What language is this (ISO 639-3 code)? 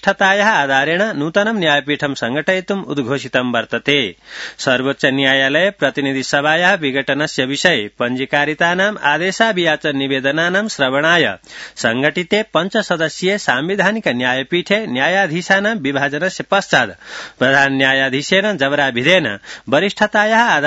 san